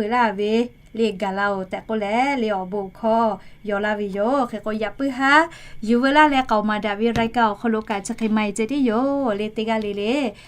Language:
Lahu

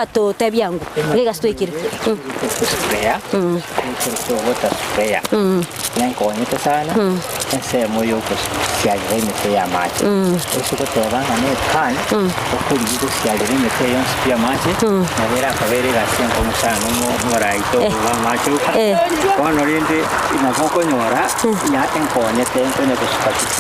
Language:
Gusii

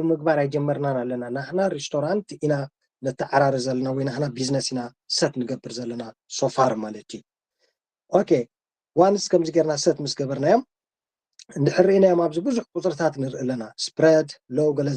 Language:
Tigrinya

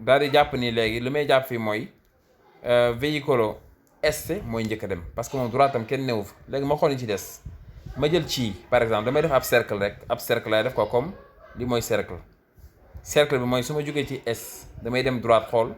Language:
Wolof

